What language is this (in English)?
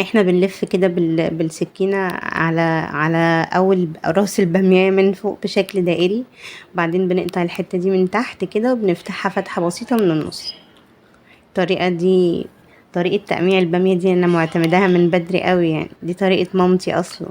Egyptian Arabic